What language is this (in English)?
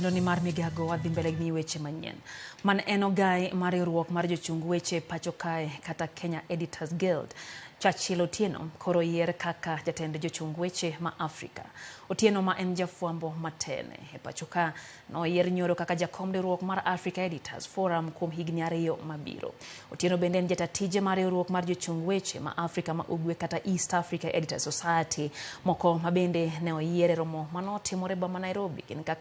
Luo (Kenya and Tanzania)